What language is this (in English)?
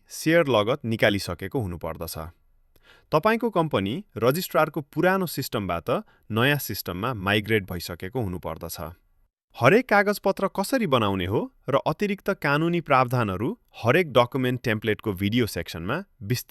Nepali